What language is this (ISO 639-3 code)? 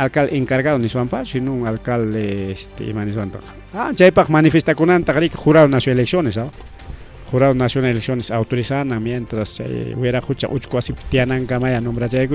quy